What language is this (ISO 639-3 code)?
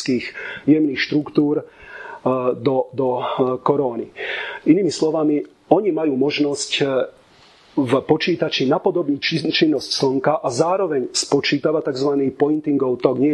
slk